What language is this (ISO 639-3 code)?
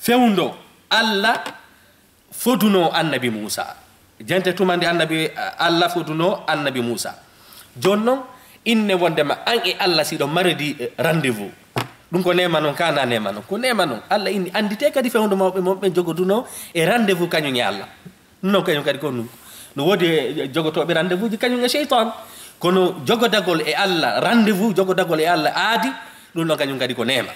ful